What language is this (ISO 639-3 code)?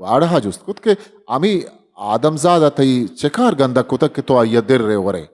bgp